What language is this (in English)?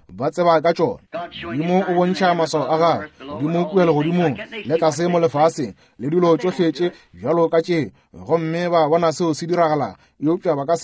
Northern Sotho